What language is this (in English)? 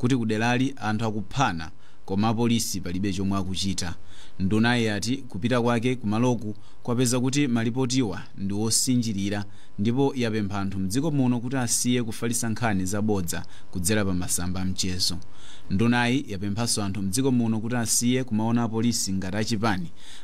Nyanja